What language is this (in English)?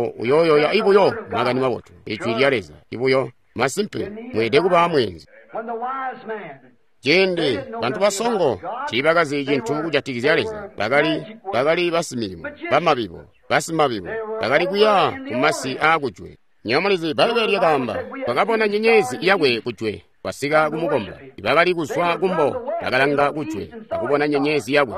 Tonga (Zambia)